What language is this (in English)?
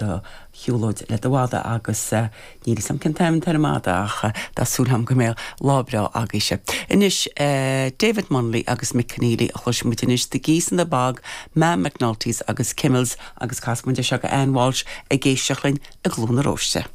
Irish